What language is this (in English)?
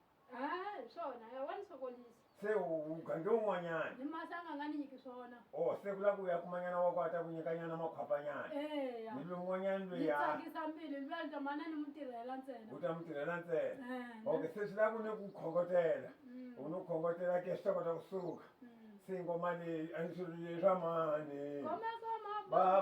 Tsonga